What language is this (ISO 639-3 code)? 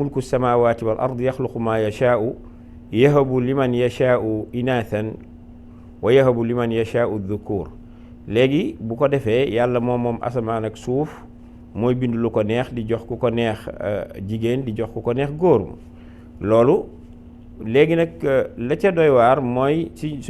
wol